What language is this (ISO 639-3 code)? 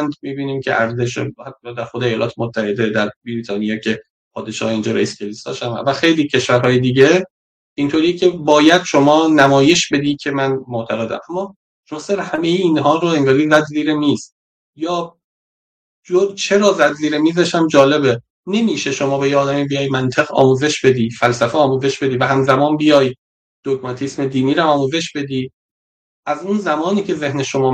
fas